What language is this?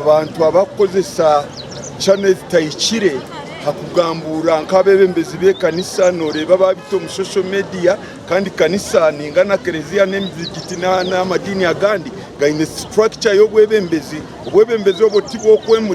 Nyankole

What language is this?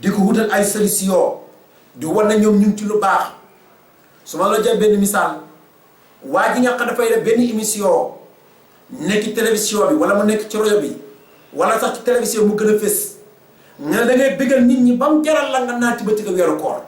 Wolof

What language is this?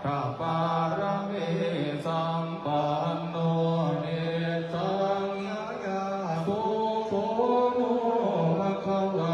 Pali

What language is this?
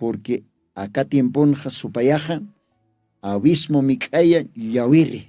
Aymara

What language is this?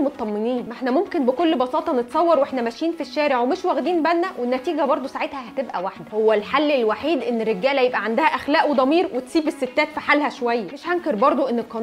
Egyptian Arabic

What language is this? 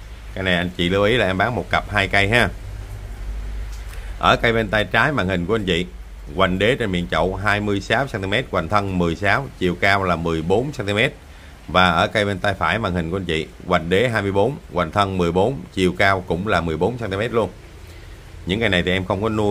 Vietnamese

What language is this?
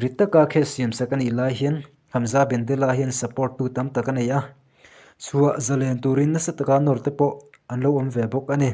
Mizo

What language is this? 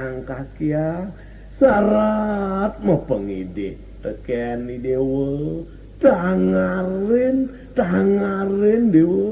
Balinese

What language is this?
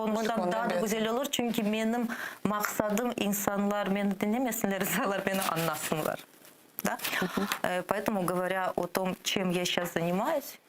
Crimean Tatar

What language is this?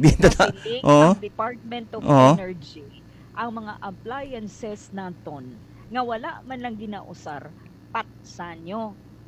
Hiligaynon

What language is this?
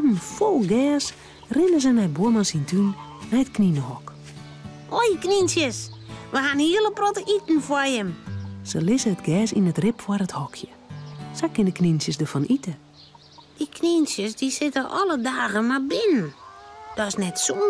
Western Frisian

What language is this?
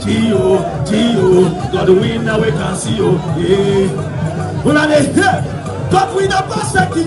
Nigerian Pidgin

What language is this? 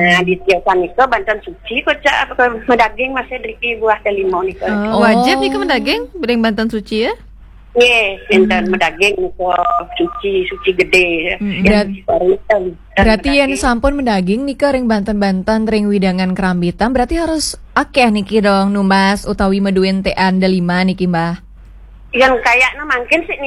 Balinese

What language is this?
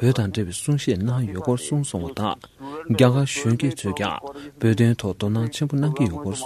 Tibetan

